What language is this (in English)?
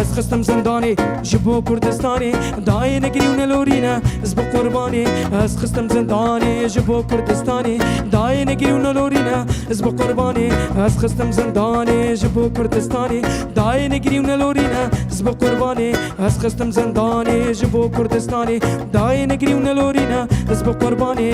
Kurdish